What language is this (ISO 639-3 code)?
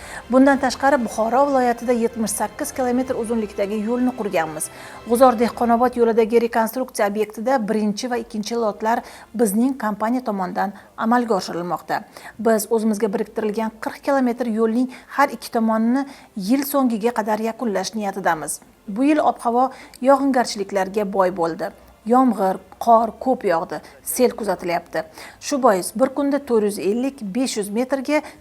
uzb